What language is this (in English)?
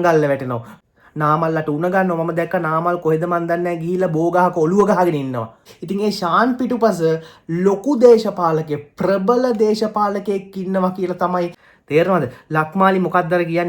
Sinhala